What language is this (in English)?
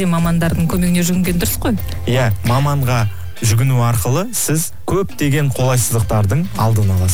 Kazakh